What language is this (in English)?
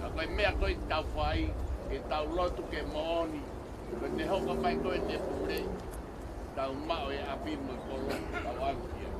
Tongan